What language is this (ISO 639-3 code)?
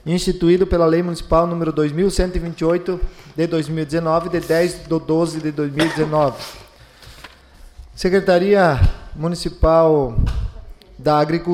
por